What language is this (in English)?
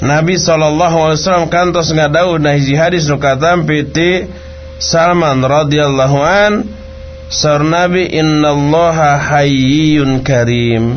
Sundanese